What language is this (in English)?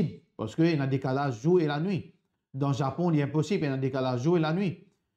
Morisyen